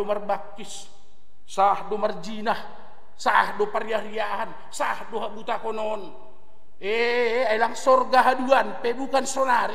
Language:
Batak Simalungun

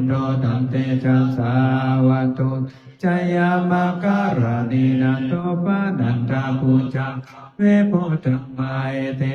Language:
Pali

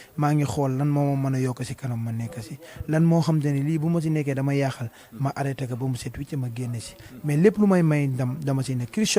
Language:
Wolof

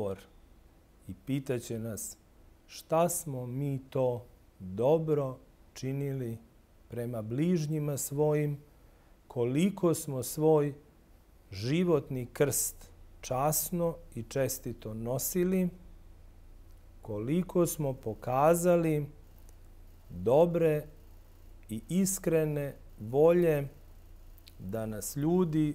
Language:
Serbian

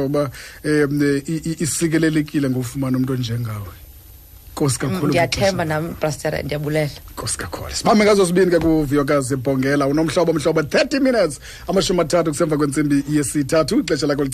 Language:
Xhosa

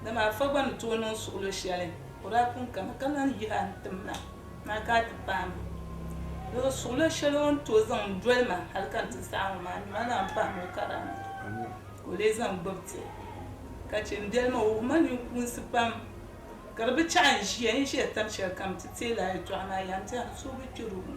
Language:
Dagbani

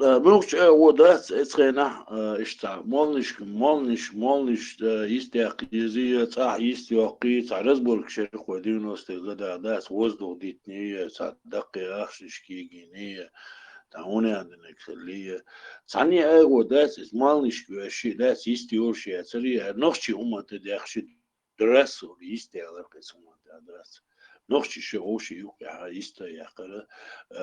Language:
Chechen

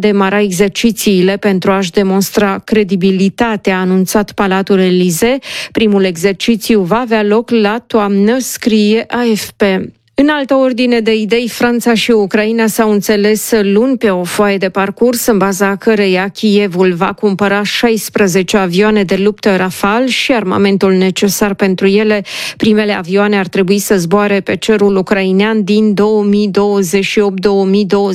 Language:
Romanian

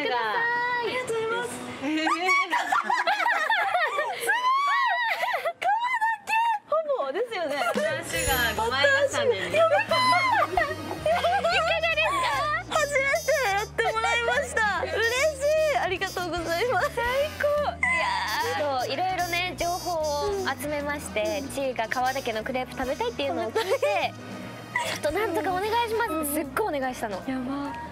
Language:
Japanese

